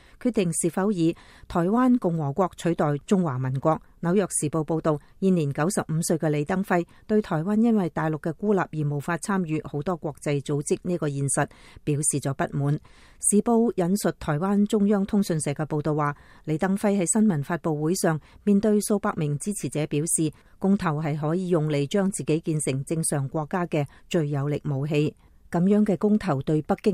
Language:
Cantonese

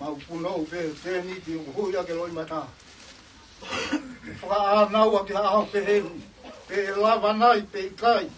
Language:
Tongan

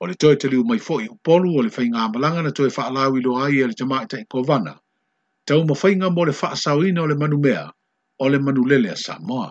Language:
Samoan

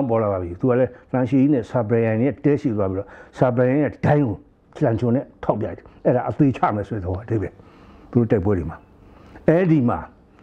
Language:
Burmese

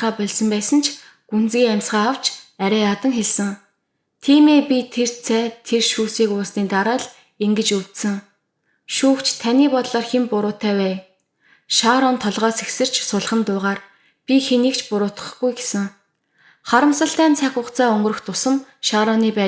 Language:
Mongolian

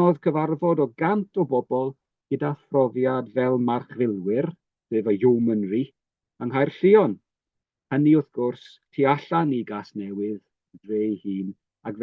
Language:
Welsh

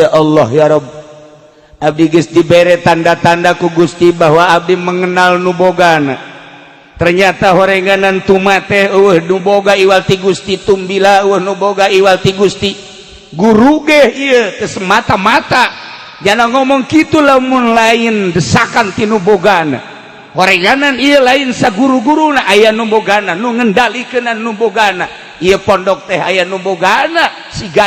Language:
Sundanese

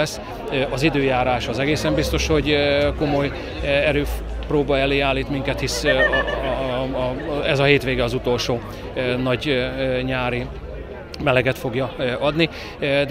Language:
Hungarian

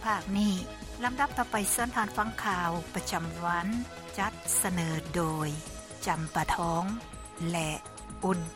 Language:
Lao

